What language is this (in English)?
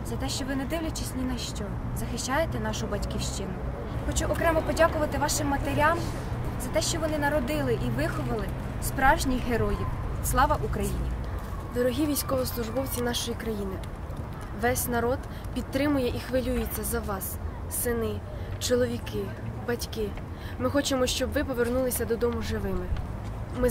Ukrainian